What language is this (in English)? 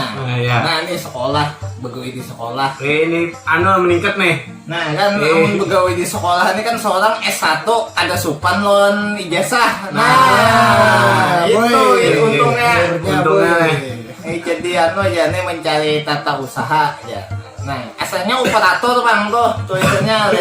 Banjar